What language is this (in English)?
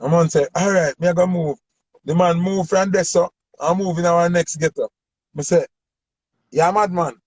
Jamaican Creole English